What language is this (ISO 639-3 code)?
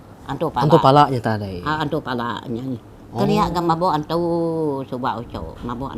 iba